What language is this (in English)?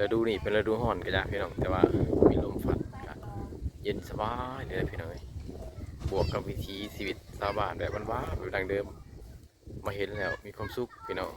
Lao